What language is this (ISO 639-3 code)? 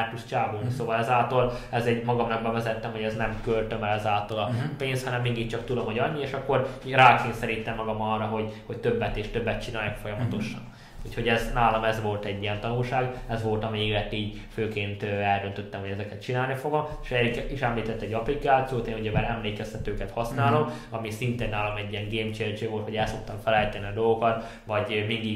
hun